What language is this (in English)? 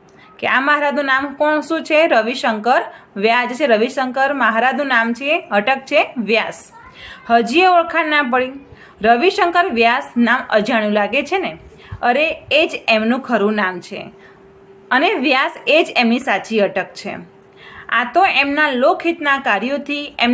Gujarati